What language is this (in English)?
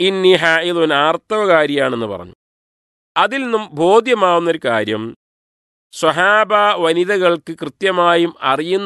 Malayalam